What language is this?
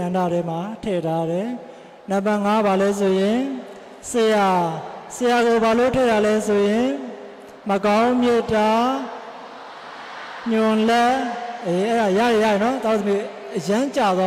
Burmese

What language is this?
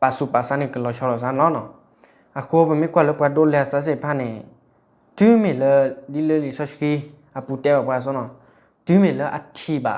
S'gaw Karen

